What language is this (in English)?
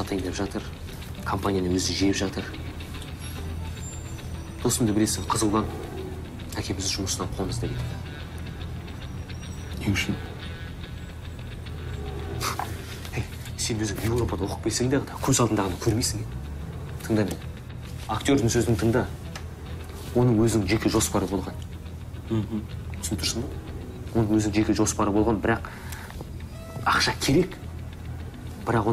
Kazakh